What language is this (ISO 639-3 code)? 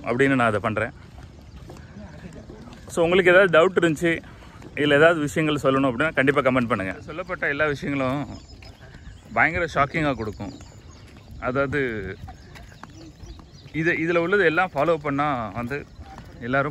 tam